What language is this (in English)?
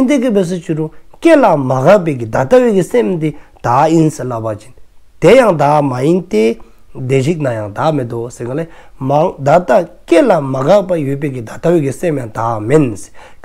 Dzongkha